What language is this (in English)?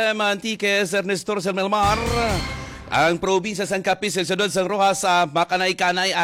Hiligaynon